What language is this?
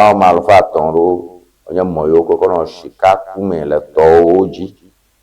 Ewe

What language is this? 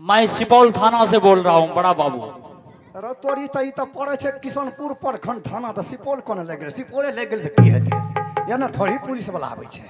Maithili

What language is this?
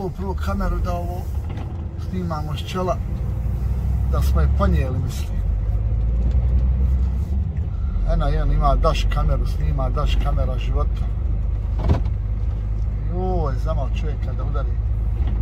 Croatian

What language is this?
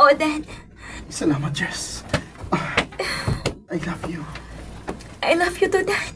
Cebuano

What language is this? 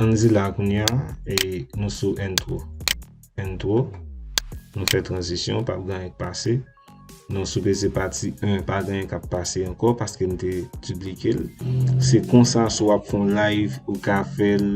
Haitian Creole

